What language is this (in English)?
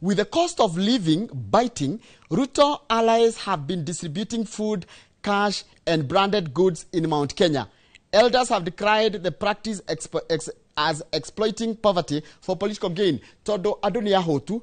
Kikuyu